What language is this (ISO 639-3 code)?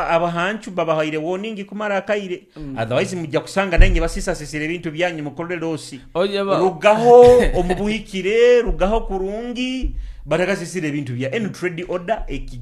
nyo